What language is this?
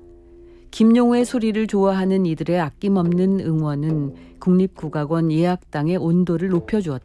Korean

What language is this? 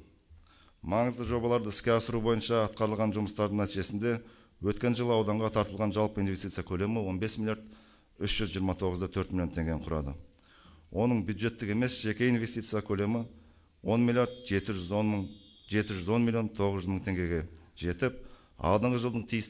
Kazakh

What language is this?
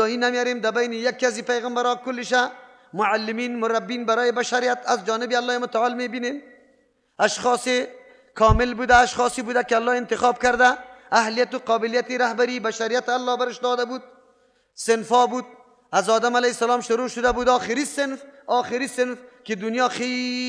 Persian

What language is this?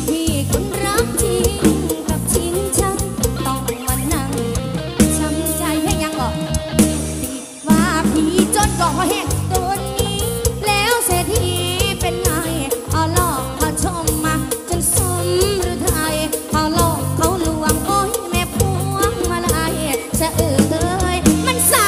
Thai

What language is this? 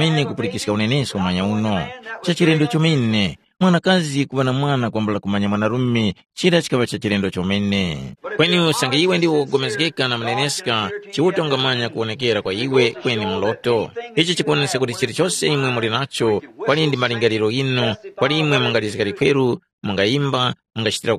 Tumbuka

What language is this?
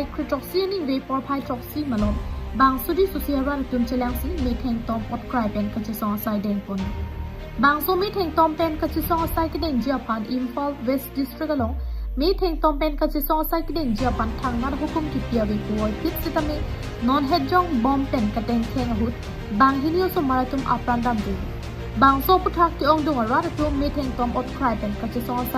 Karbi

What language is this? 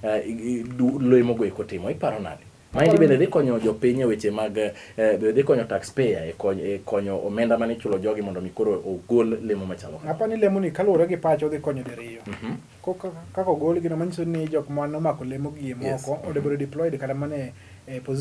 Luo (Kenya and Tanzania)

